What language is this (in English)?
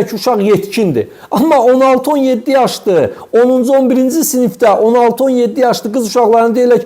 Azerbaijani